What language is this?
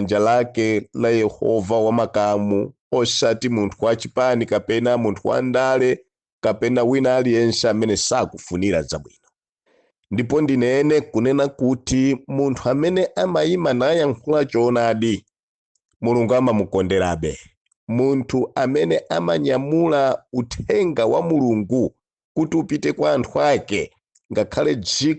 Nyanja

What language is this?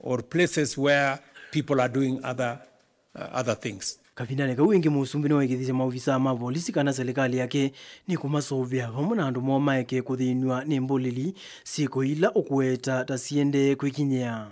Kamba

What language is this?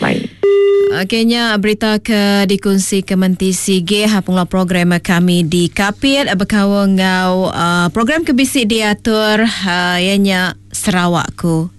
Iban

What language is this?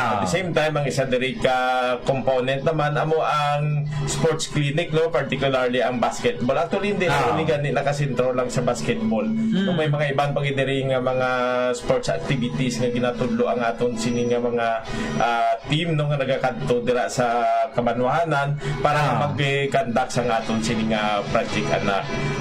Hiligaynon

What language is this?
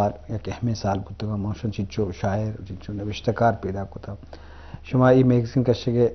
Eastern Balochi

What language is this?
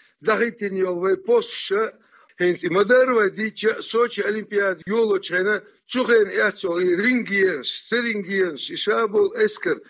Chechen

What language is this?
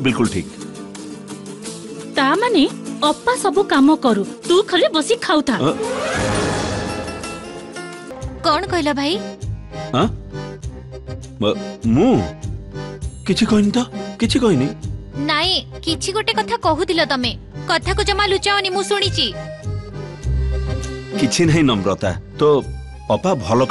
Odia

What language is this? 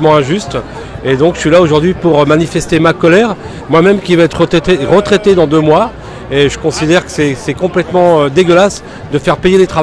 French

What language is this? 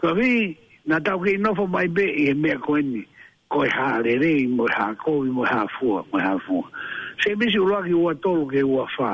Tongan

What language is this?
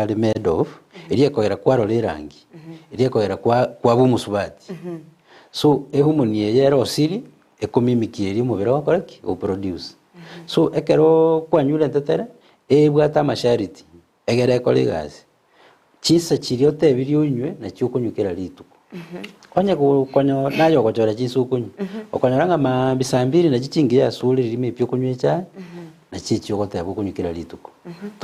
Gusii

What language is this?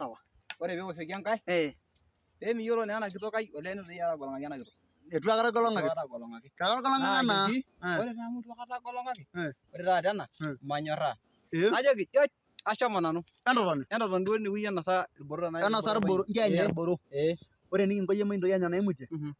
Masai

